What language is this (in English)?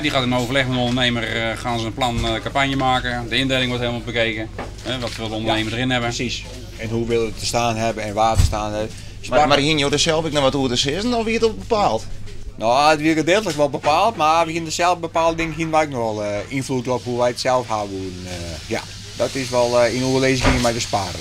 Western Frisian